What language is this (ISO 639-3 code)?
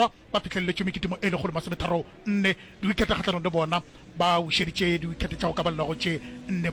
nso